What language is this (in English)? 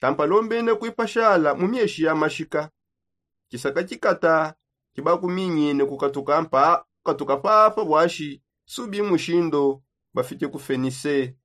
Songe